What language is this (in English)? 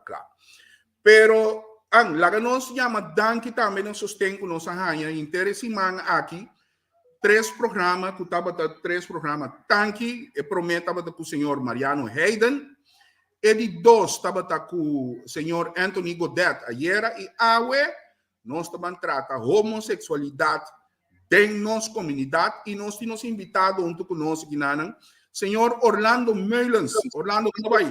Papiamento